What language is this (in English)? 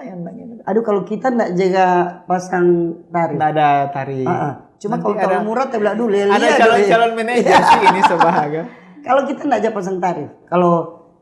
Manado Malay